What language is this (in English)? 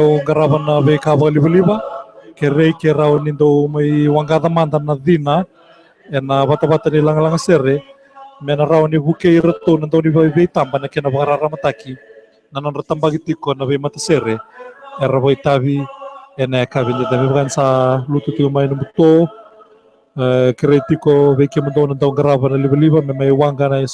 Fijian